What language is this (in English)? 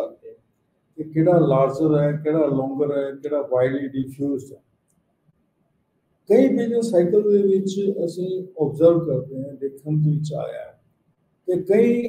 Punjabi